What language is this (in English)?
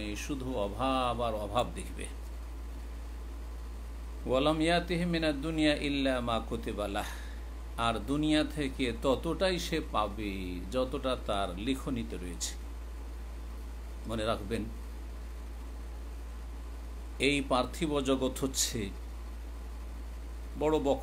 Bangla